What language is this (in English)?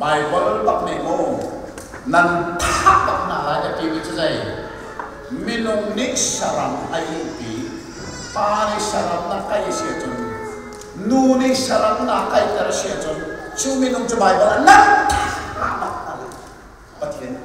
Hakha Chin